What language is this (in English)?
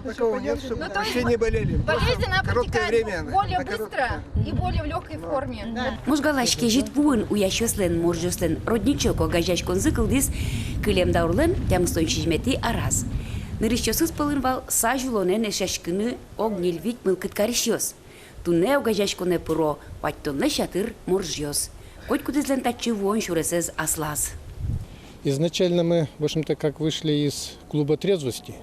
Udmurt